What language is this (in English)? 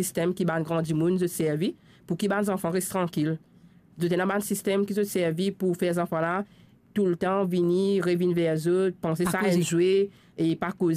Morisyen